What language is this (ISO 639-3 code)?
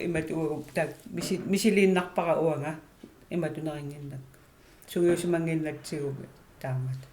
kal